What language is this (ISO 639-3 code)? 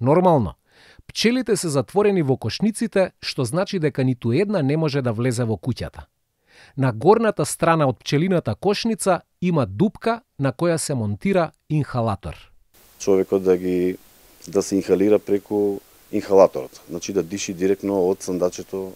mkd